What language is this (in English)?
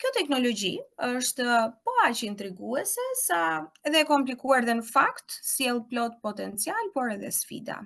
Albanian